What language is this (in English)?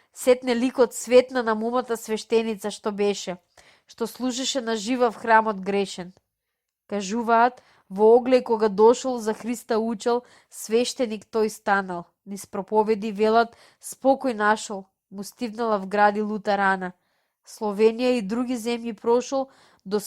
Macedonian